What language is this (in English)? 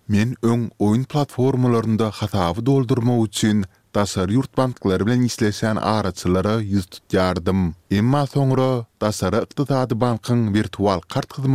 Turkmen